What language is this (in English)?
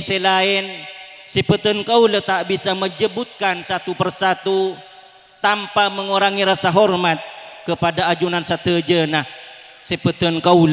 Madurese